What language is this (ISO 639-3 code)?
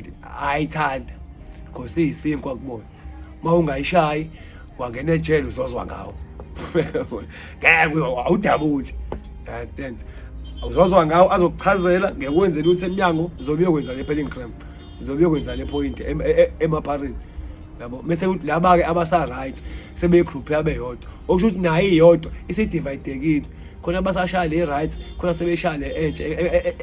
zul